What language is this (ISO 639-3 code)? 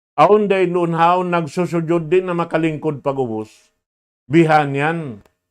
tsg